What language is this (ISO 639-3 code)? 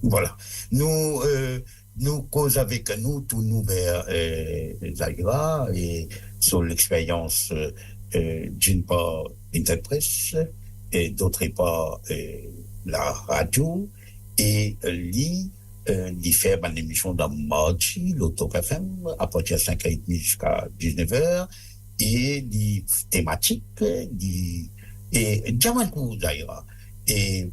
mfe